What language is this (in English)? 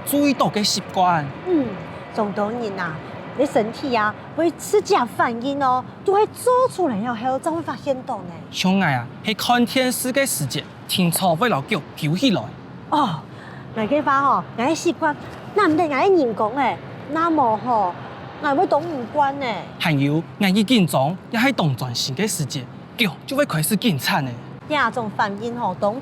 Hakka Chinese